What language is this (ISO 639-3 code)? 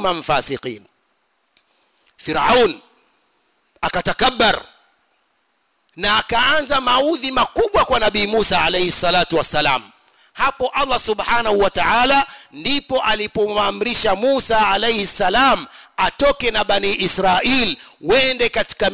swa